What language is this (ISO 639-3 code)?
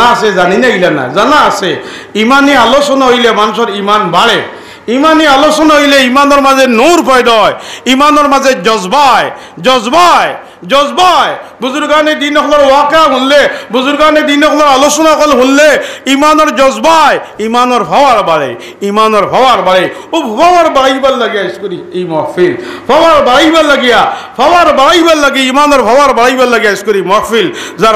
syl